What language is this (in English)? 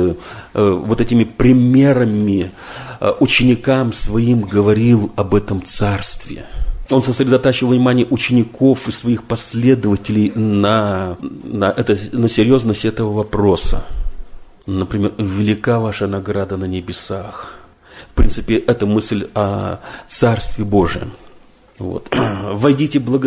Russian